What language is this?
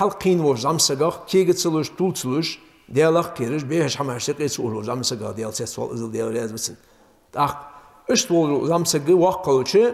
Ingush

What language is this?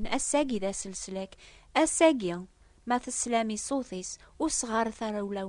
Kabyle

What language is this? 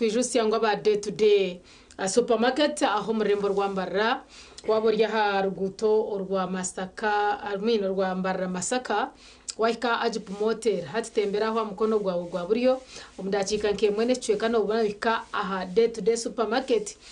Nyankole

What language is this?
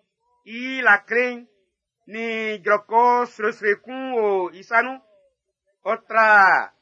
Baoulé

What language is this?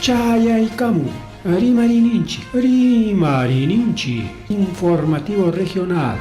Ayacucho Quechua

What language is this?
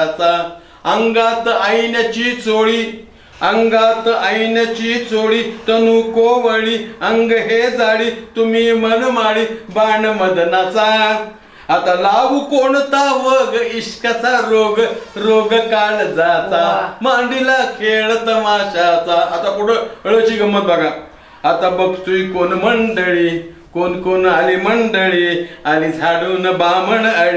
Marathi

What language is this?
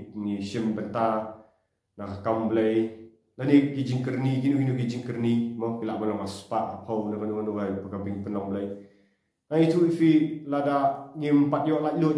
Khasi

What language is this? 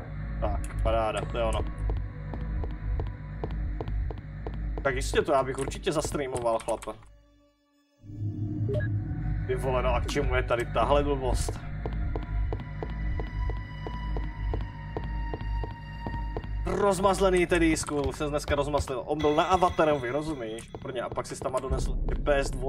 Czech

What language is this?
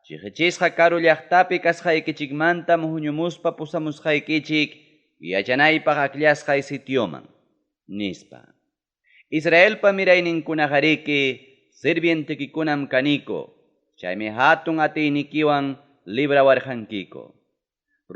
Ayacucho Quechua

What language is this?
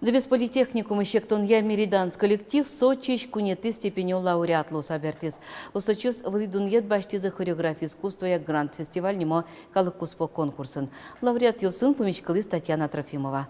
Udmurt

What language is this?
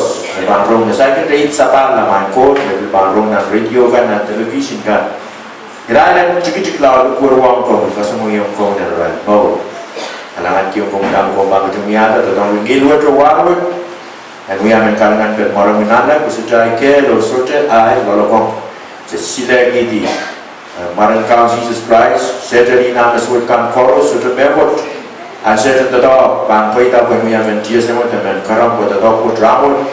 Pohnpeian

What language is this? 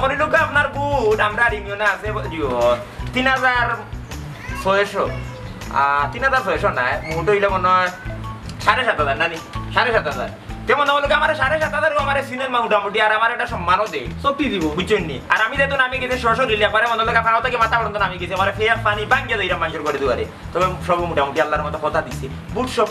Sylheti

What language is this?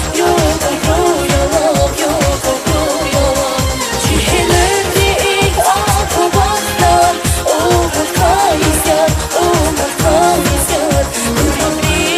Tabassaran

